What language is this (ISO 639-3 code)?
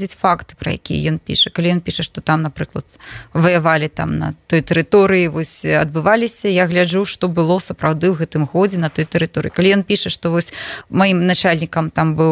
bel